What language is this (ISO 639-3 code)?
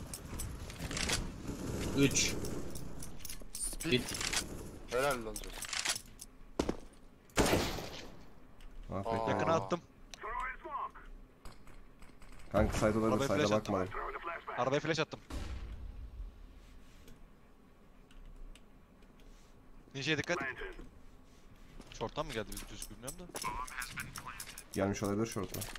tur